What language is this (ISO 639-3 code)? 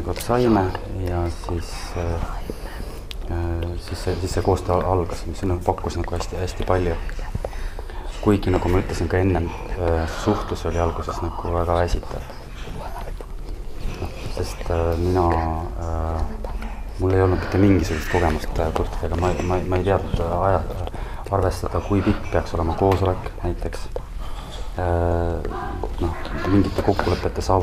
est